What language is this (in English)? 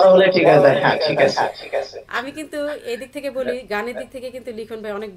Bangla